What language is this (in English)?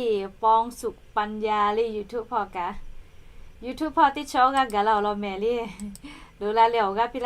Lahu